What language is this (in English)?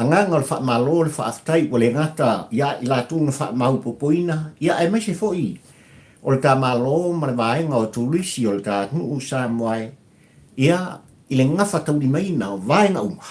Samoan